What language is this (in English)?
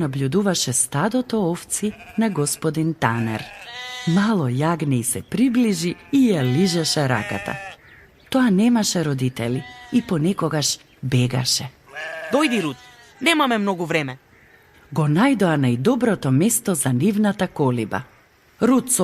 Macedonian